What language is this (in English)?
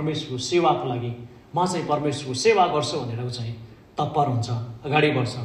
Nepali